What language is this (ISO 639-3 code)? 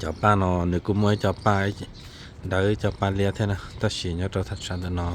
hmn